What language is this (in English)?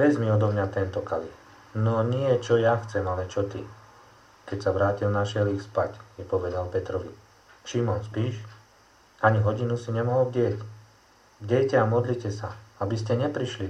Slovak